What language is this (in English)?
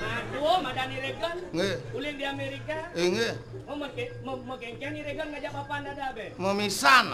Balinese